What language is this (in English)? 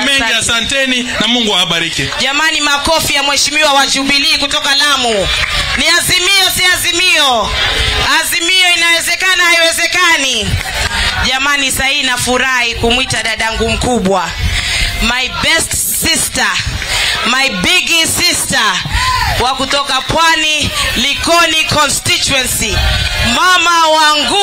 Swahili